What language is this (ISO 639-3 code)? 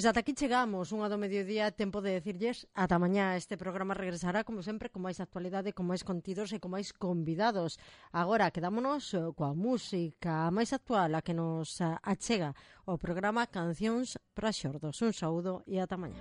glg